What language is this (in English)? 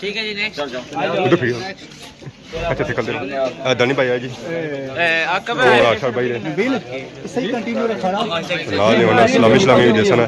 Pahari-Potwari